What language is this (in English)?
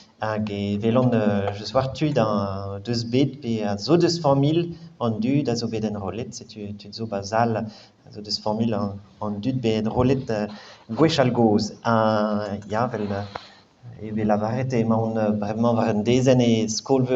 Breton